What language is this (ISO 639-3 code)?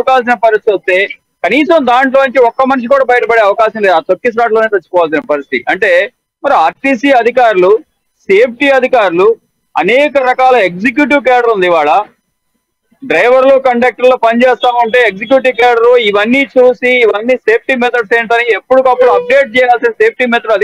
tel